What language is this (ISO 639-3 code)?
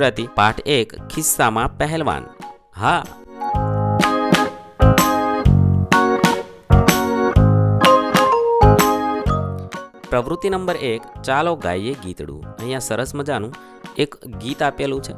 guj